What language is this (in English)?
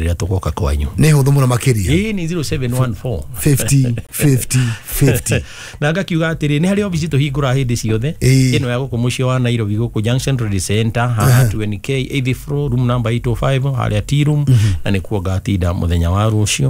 Kikuyu